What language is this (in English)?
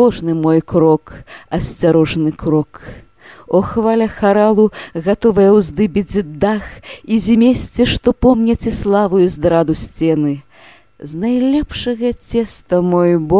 Belarusian